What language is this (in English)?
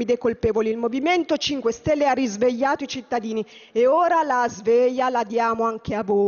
Italian